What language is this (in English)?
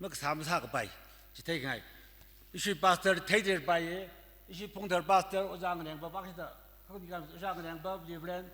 Tangkhul Naga (India)